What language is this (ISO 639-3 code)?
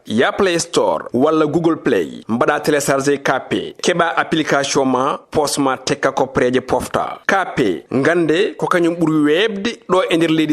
ful